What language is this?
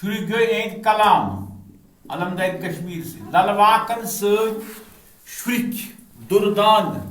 Kashmiri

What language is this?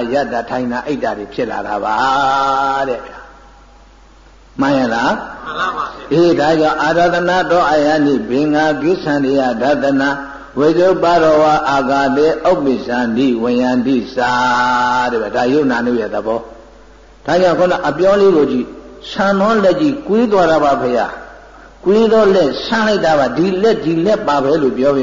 Burmese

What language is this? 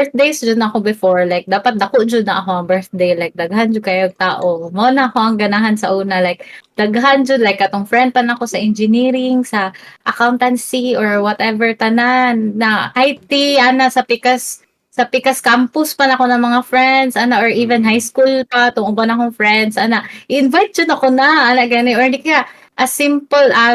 Cebuano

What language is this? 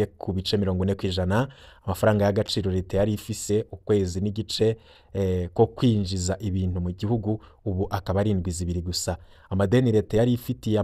Rundi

